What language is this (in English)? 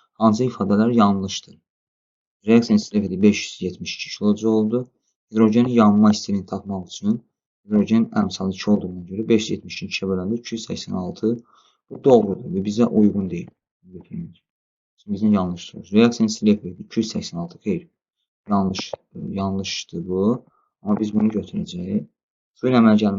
Azerbaijani